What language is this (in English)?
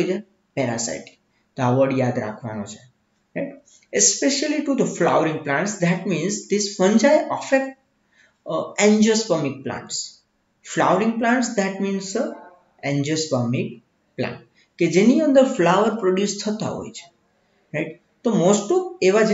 Gujarati